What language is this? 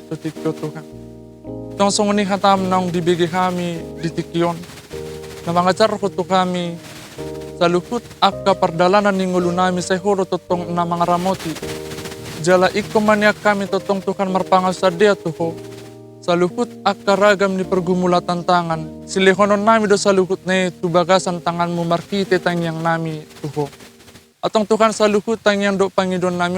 Batak Toba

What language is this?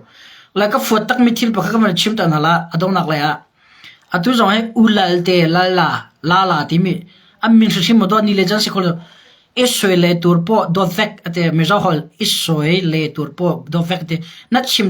Hakha Chin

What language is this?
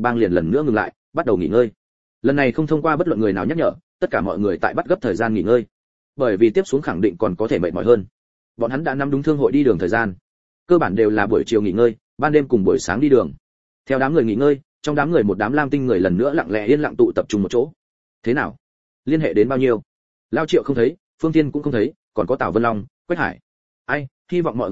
Vietnamese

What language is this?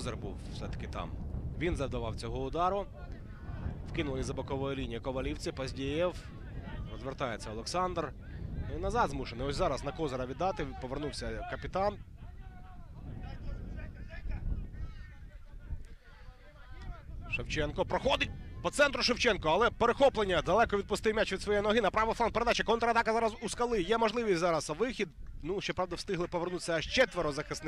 Ukrainian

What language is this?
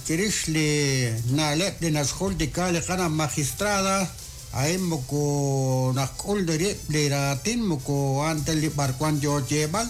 Kekchí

